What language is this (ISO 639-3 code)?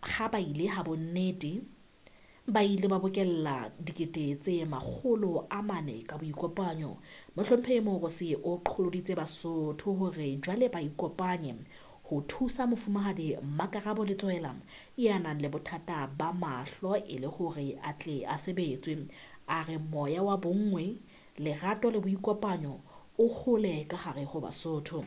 sot